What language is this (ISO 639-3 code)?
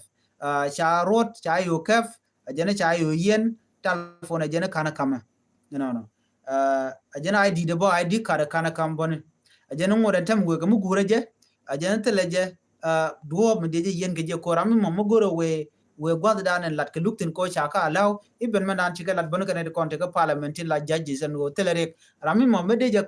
nus